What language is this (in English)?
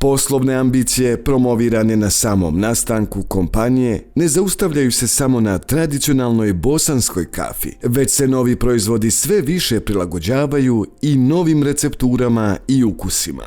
Bosnian